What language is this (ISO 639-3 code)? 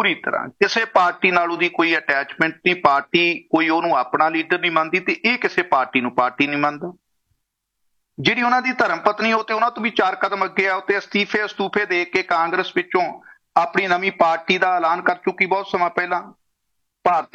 pan